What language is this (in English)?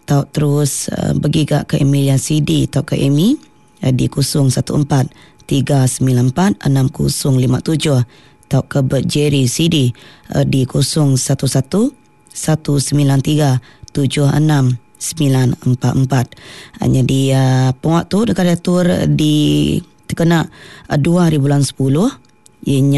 Iban